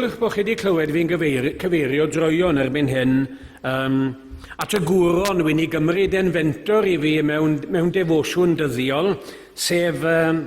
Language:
Welsh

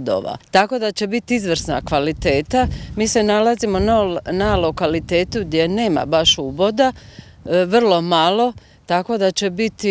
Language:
Croatian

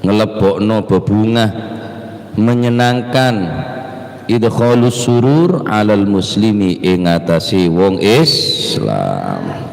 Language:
Madurese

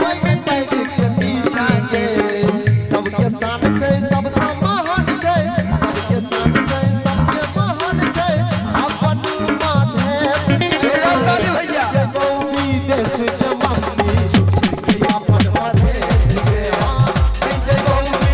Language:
Maithili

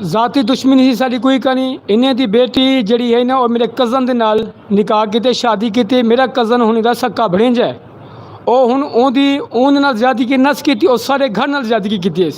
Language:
Saraiki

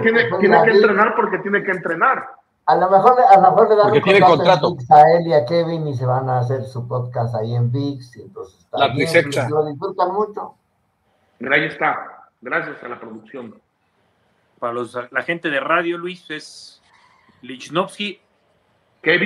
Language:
Spanish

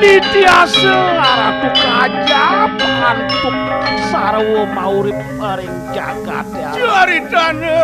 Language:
Balinese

